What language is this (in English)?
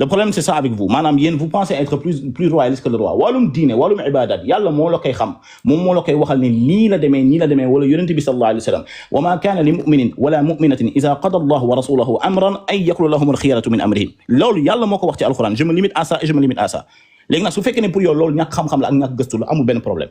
Wolof